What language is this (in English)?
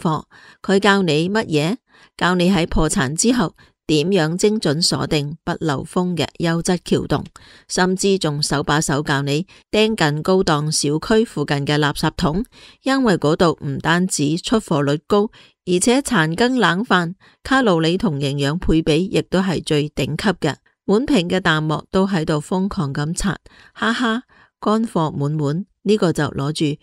Cantonese